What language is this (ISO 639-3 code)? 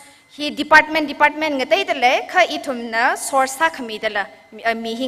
nmf